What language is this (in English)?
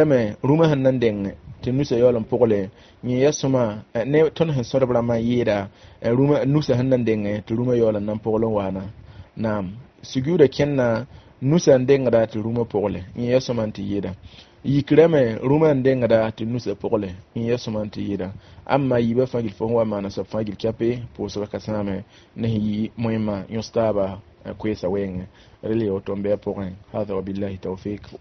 Mossi